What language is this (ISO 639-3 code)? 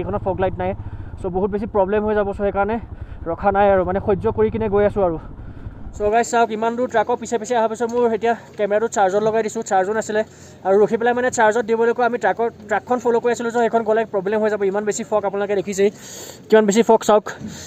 asm